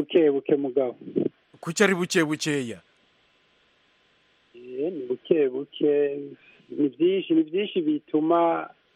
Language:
Kinyarwanda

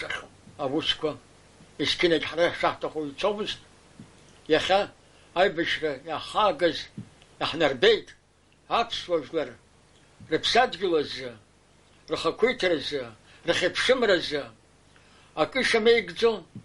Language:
Abkhazian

